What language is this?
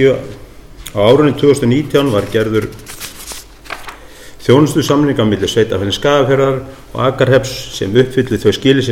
Icelandic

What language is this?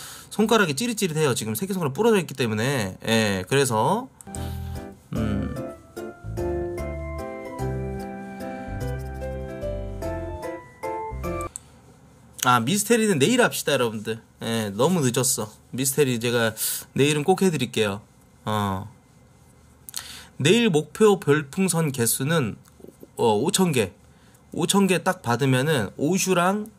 Korean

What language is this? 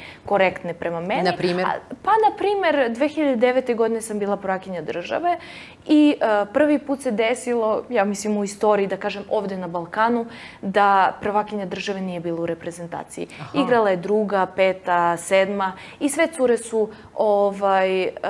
Serbian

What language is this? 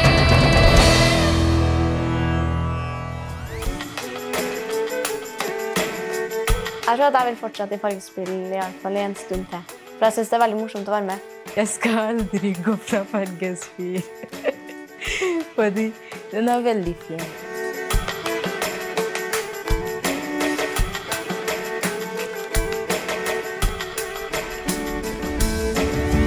Norwegian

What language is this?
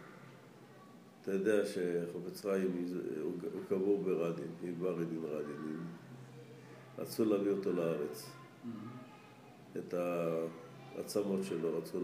Hebrew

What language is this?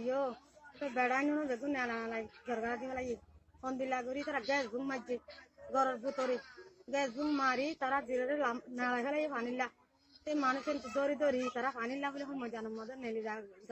Rohingya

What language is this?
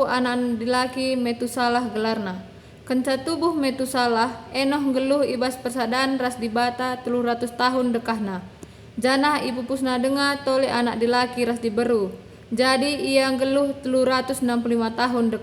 Batak Karo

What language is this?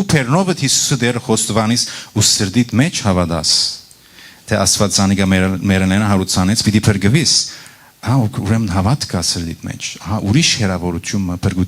Western Armenian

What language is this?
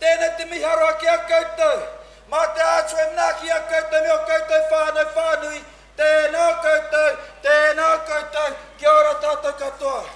Māori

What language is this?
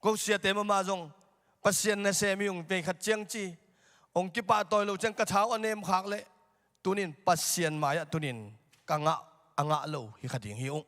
Tedim Chin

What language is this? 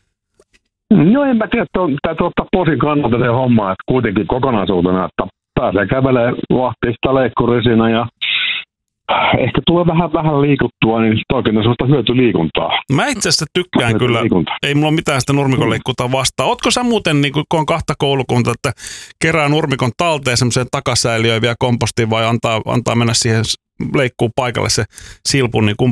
Finnish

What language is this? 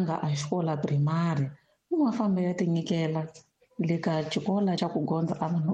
Tsonga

